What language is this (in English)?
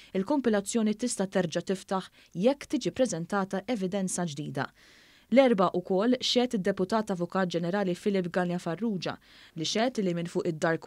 Maltese